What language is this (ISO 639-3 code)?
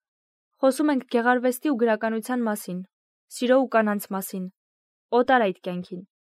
hye